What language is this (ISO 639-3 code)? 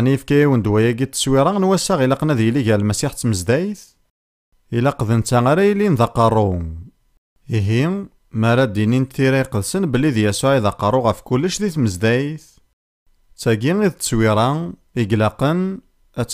kab